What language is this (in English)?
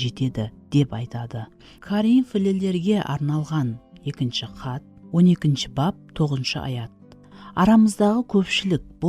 Kara-Kalpak